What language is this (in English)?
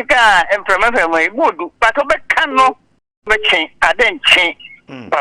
Akan